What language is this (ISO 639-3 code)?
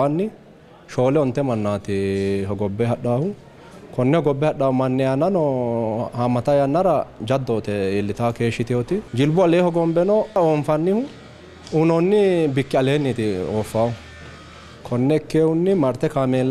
sid